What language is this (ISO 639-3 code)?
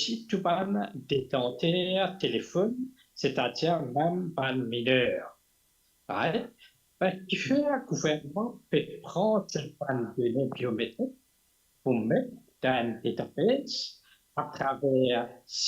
mfe